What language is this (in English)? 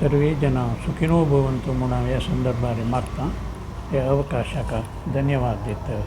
Konkani